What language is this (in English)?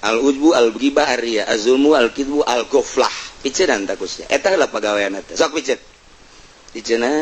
Sundanese